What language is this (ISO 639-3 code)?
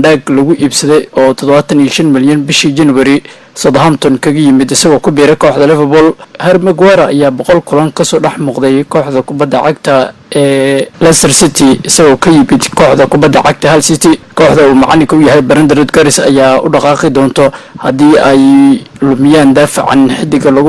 som